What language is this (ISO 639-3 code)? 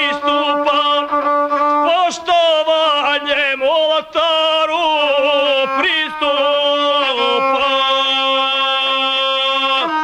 hrv